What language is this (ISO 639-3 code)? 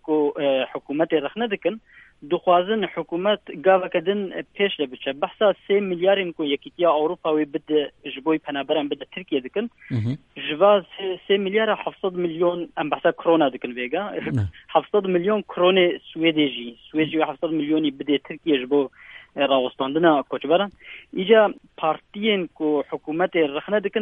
kur